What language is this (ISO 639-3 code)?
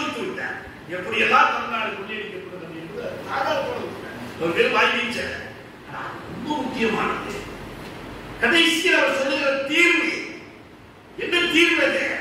tam